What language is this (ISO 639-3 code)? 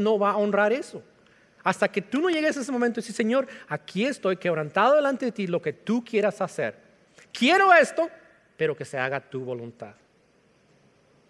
spa